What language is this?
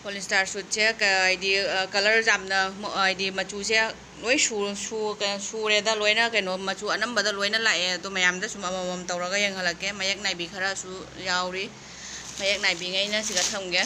Manipuri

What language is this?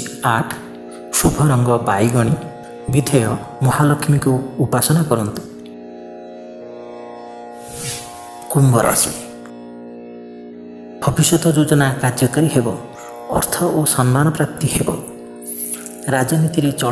Odia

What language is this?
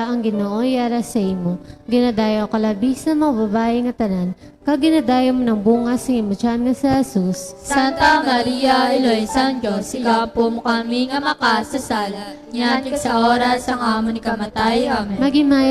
Hiligaynon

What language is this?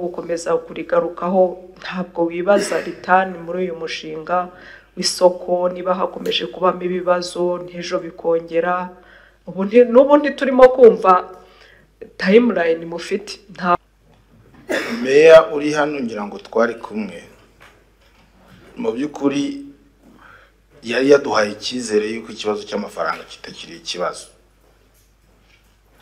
Kinyarwanda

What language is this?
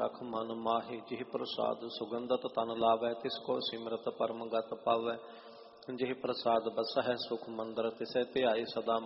Punjabi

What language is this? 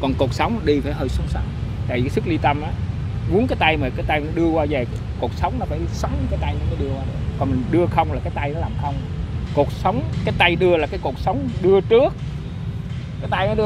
Vietnamese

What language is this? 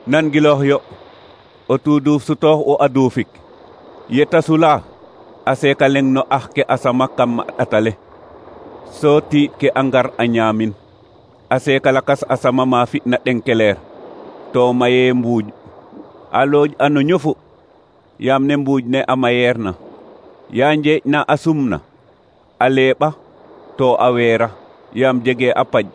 Serer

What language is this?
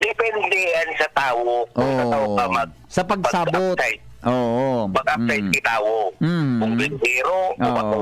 Bikol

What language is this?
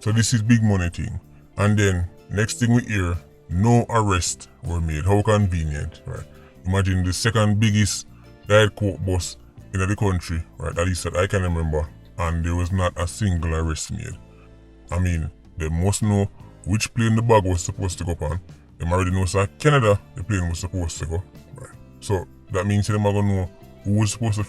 Jamaican Creole English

